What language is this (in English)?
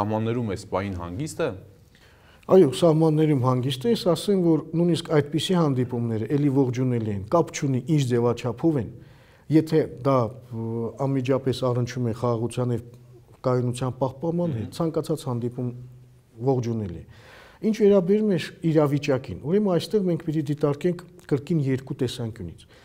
Armenian